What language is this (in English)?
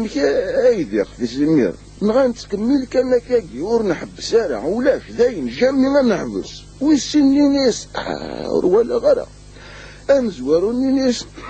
Kabyle